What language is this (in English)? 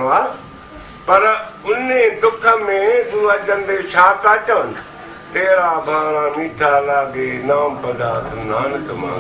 Sindhi